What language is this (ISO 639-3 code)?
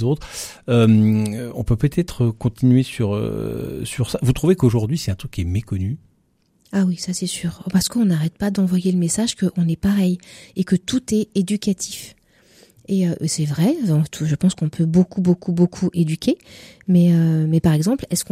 fra